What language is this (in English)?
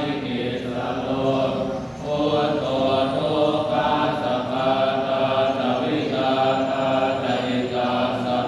Pali